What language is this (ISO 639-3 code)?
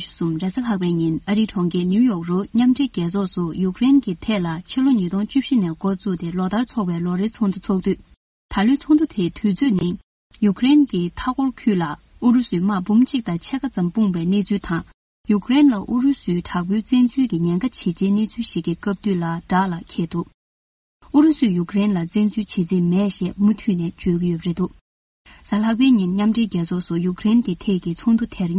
bod